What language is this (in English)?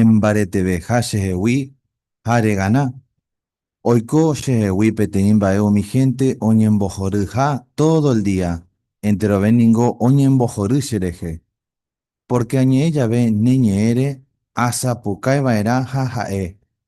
Guarani